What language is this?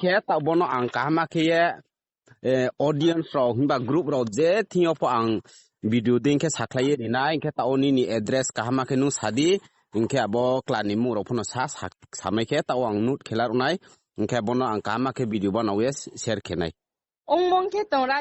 Riang (India)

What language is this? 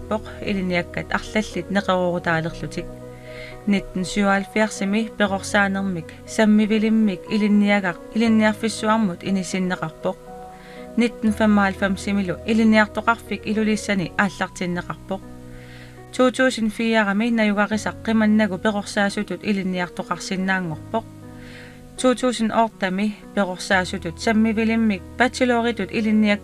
Kalaallisut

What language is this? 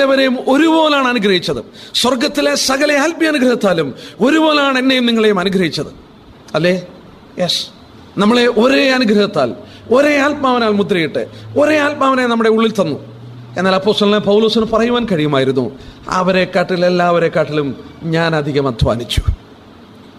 Malayalam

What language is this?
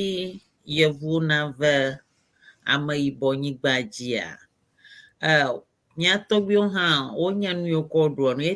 Ewe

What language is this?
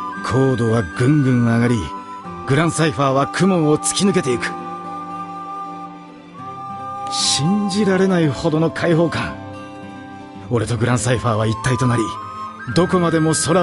Japanese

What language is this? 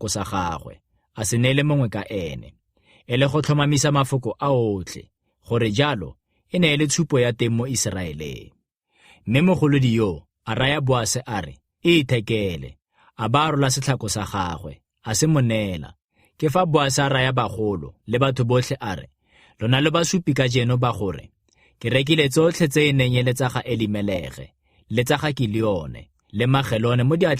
Tswana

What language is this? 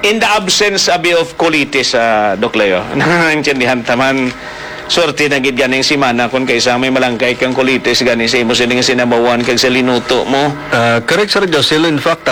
Hiligaynon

